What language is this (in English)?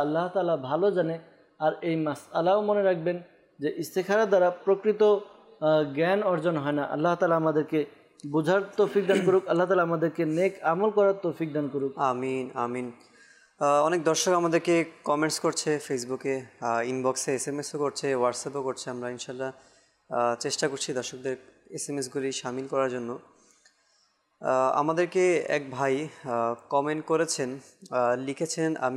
Bangla